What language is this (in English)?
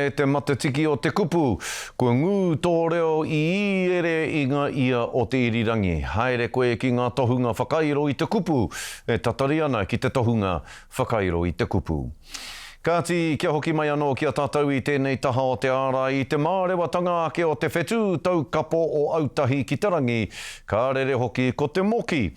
Māori